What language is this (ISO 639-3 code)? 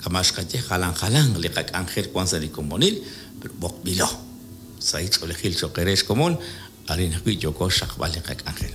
kek